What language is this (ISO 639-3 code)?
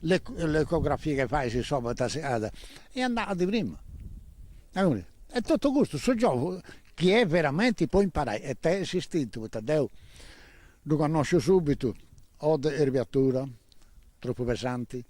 srd